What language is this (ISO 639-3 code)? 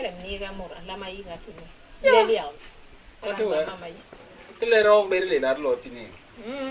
bas